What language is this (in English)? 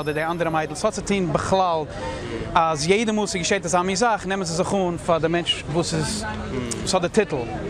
Yiddish